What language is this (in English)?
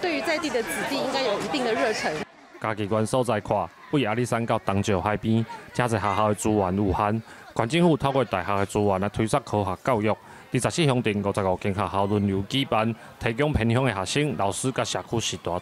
Min Nan Chinese